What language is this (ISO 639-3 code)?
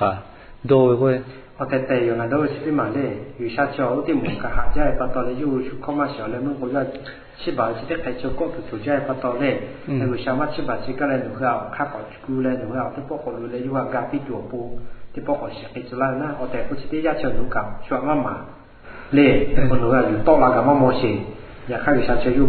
lhu